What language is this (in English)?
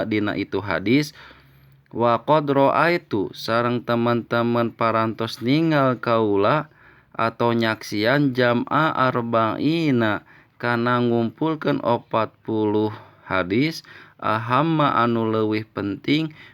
Sundanese